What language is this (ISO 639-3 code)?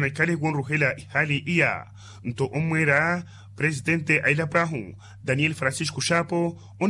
vmw